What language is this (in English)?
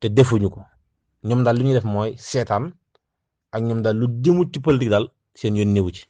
Wolof